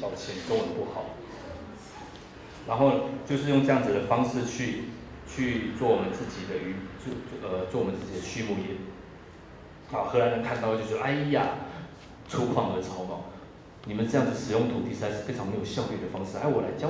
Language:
Chinese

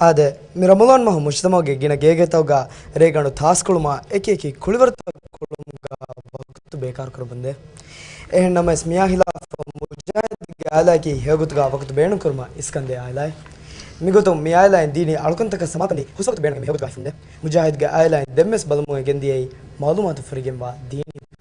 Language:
Divehi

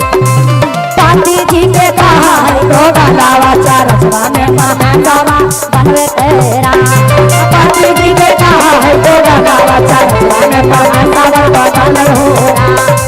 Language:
Magahi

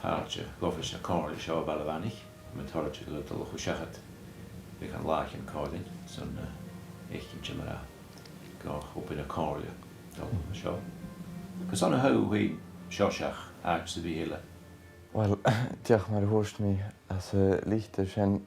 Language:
Scottish Gaelic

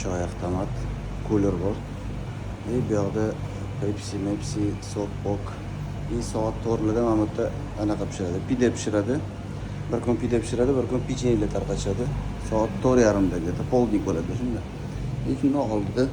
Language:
Uzbek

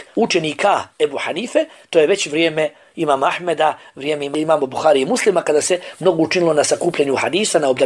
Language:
Bosnian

